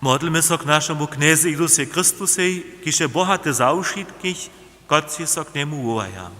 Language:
Upper Sorbian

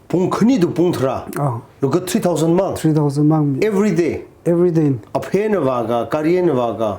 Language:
Tangkhul Naga (India)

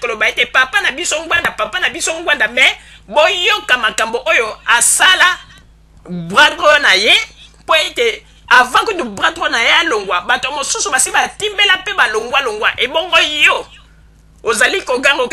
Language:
Lingala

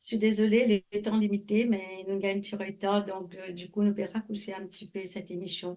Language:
Morisyen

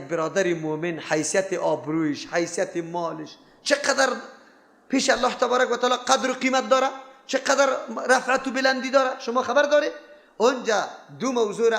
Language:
Persian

